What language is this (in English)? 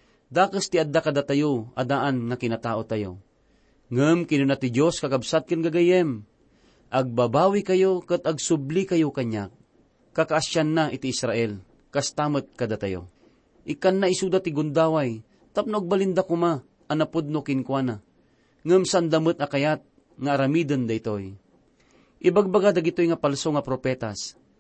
Iloko